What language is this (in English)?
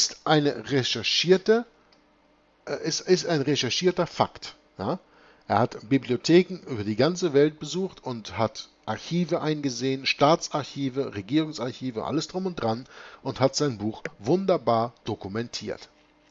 German